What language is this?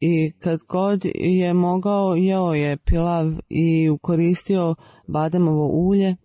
Bosnian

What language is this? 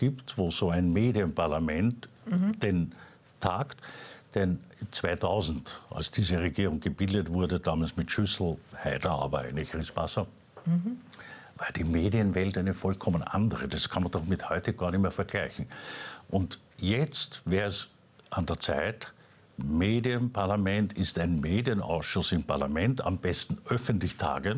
German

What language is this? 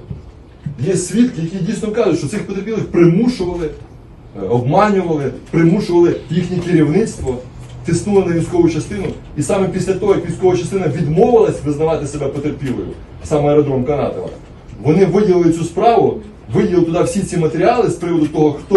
Ukrainian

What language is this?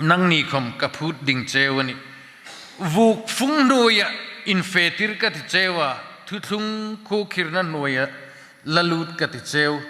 Hmar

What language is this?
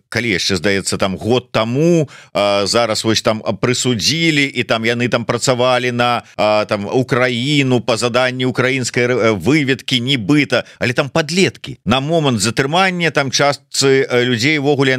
Belarusian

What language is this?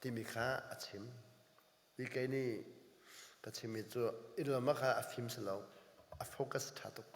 Hakha Chin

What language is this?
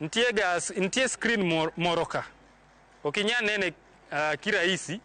Luo (Kenya and Tanzania)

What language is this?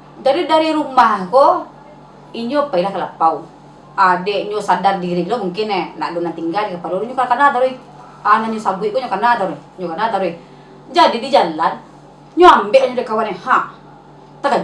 Minangkabau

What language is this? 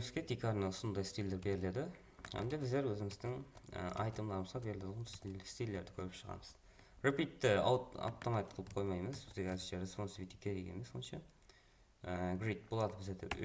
Kara-Kalpak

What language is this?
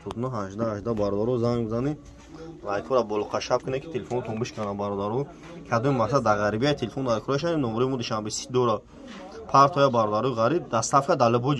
Tajik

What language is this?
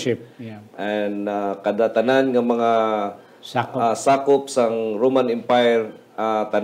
Hiligaynon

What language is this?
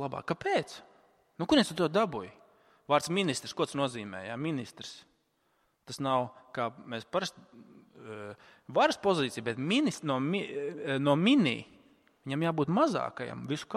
Latvian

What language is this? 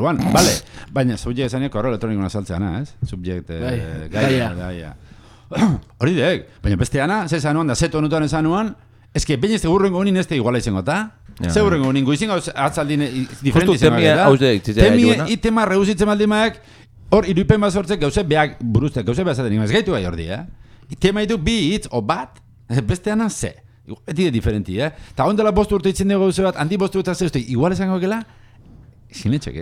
Basque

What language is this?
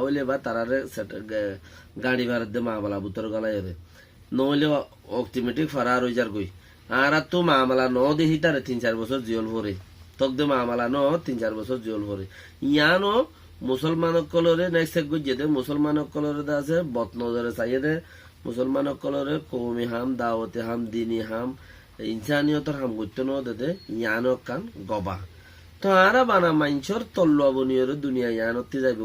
Rohingya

